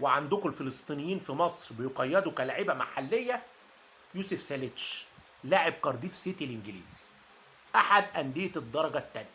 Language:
Egyptian Arabic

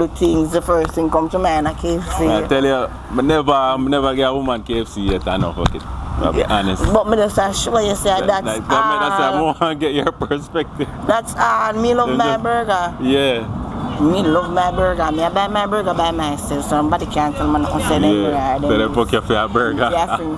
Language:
Jamaican Creole English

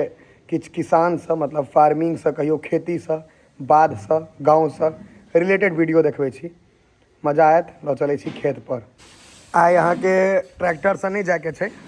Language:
Maithili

